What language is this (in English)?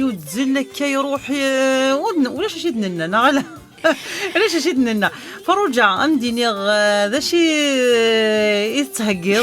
Kabyle